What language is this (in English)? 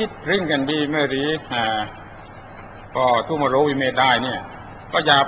Thai